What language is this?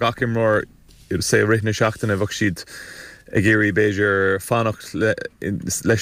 Irish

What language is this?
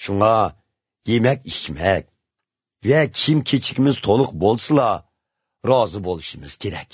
Uyghur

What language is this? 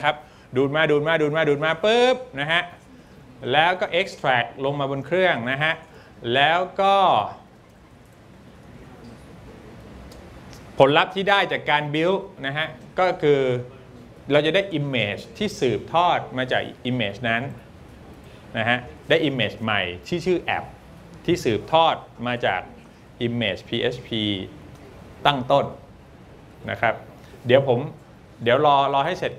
Thai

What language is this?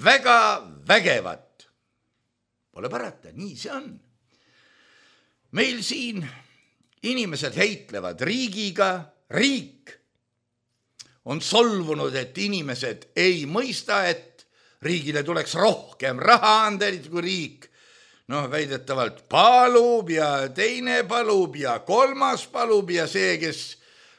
Estonian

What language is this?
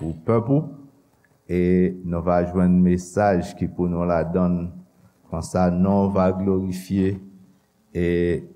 Haitian Creole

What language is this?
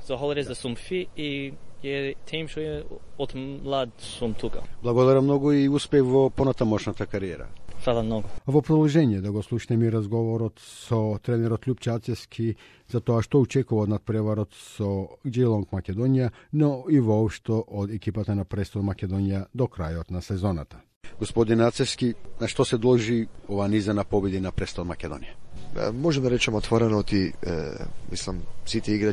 Macedonian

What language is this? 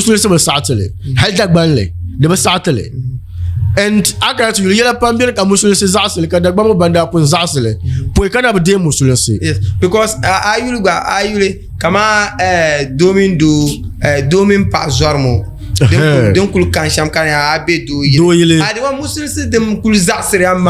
Dagbani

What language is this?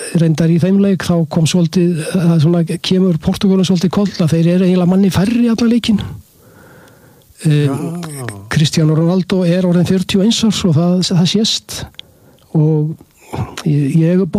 Icelandic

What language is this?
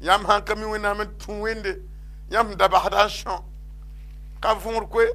Mossi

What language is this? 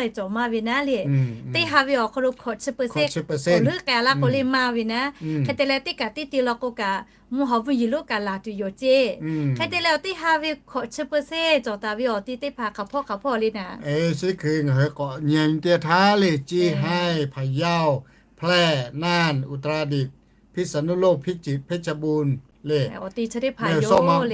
Lahu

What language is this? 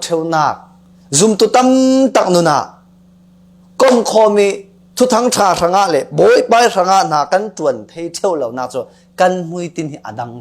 Falam Chin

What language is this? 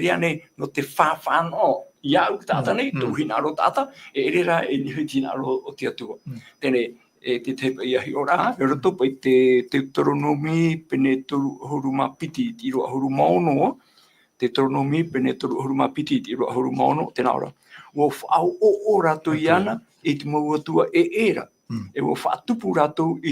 Tahitian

